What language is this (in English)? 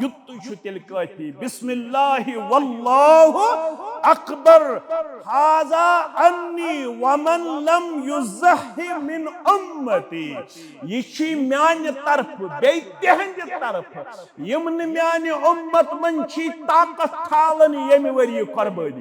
Kashmiri